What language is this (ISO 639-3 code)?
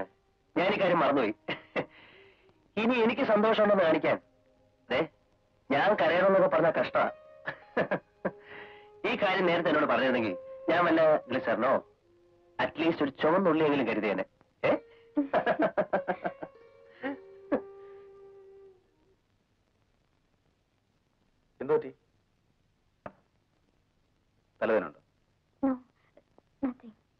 mal